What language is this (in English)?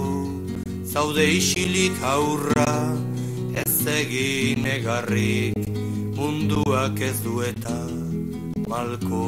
Basque